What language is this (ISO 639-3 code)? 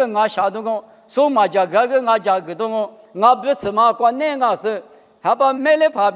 lis